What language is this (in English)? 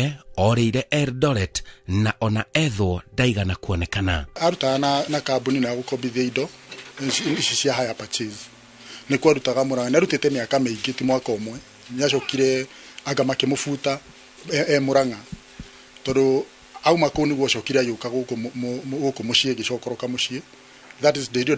Kikuyu